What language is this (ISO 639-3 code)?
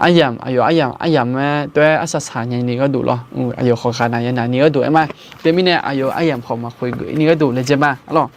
ahk